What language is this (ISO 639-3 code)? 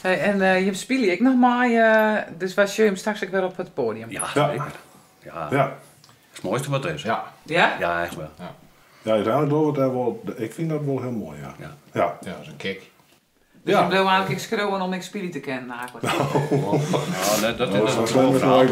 fry